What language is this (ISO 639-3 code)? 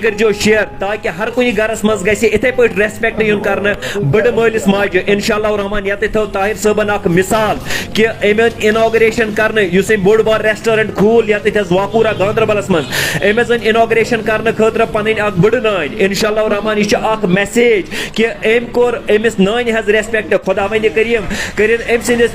kas